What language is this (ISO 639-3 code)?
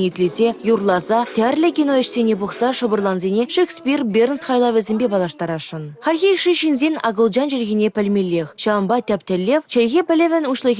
chv